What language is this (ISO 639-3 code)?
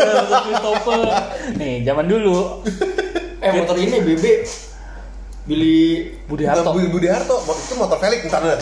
ind